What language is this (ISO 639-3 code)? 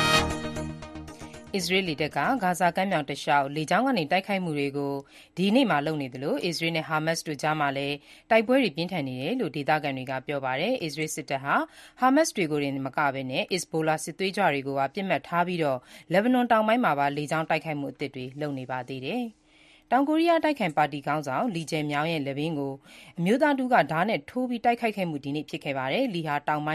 mya